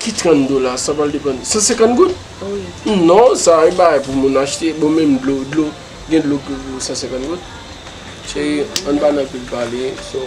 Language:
Haitian Creole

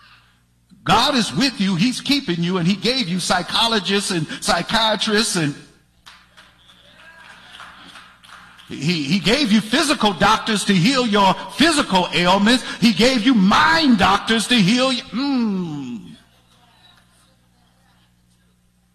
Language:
English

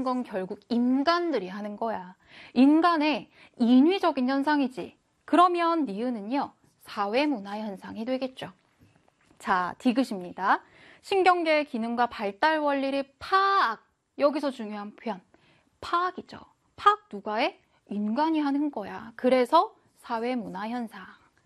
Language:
Korean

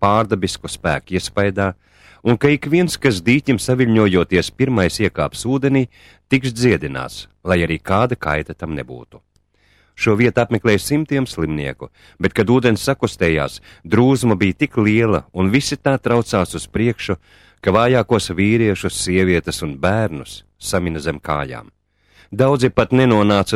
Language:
Latvian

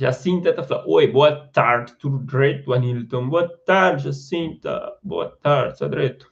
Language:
Kabuverdianu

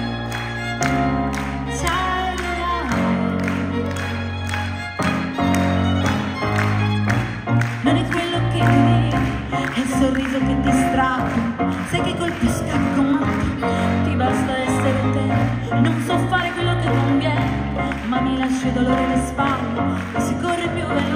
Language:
Italian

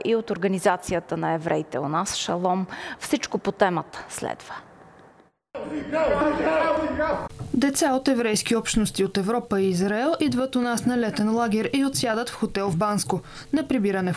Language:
Bulgarian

